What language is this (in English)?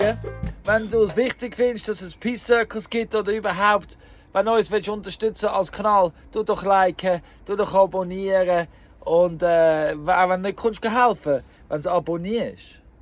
Swiss German